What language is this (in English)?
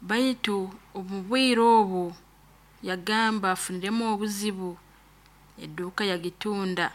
Nyoro